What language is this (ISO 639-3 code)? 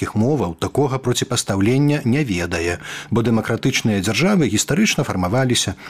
bel